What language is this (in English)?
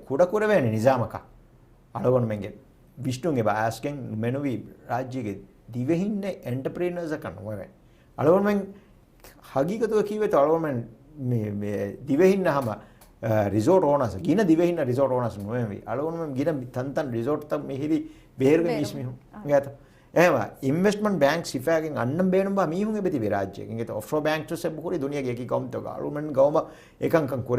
Divehi